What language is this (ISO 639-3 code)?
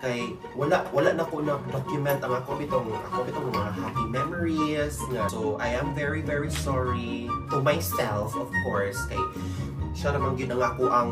ceb